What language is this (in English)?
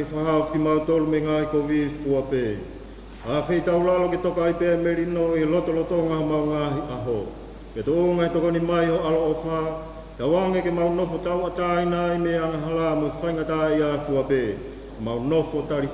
Tongan